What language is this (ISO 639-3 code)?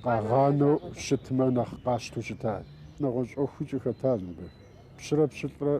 kbd